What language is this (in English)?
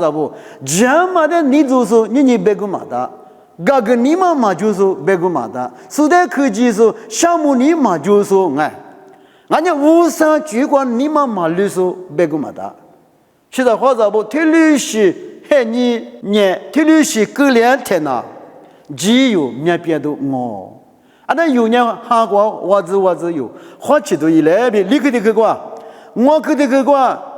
Lisu